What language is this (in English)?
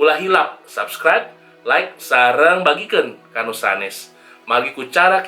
Sundanese